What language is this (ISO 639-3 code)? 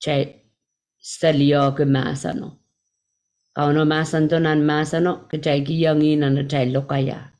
pon